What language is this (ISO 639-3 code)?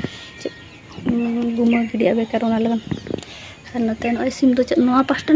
sat